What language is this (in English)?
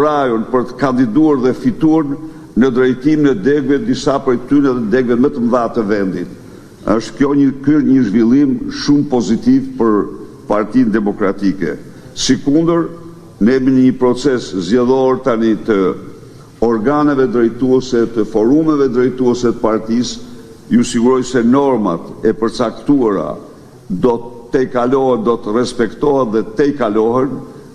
Albanian